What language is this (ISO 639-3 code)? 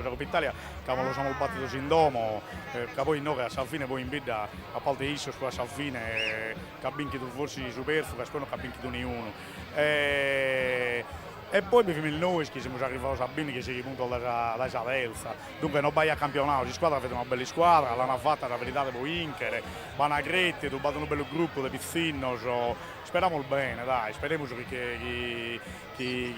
srd